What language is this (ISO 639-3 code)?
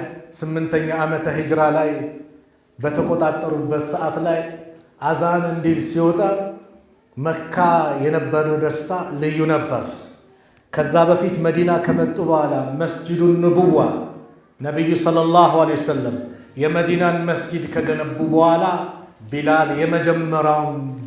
amh